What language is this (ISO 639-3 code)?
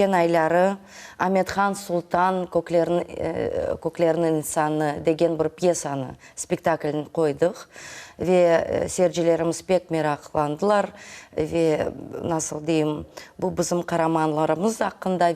crh